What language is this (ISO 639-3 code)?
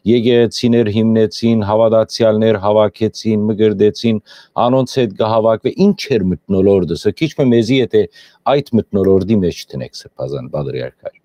hyw